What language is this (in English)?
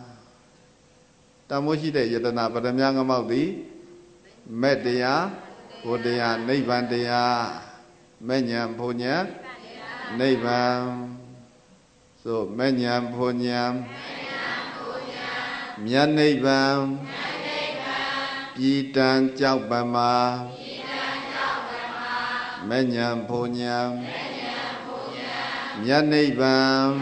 Burmese